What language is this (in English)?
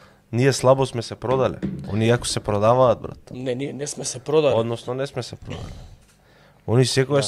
Macedonian